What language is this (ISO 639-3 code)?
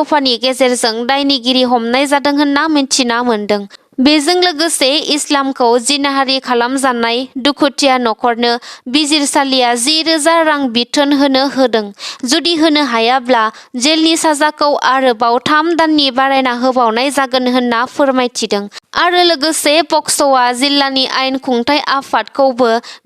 brx